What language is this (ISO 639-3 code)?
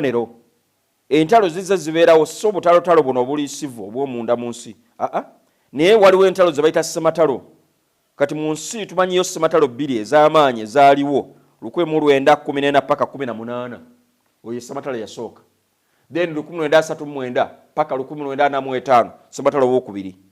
lug